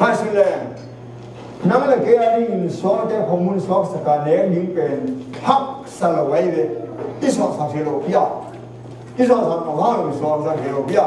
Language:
Tedim Chin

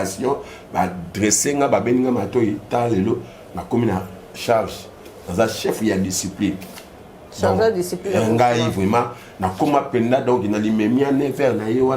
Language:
Lingala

